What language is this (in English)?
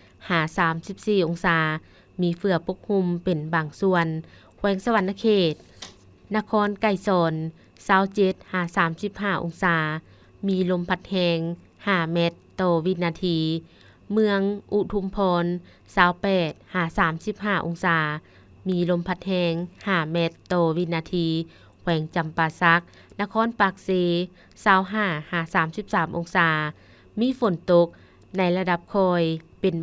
Lao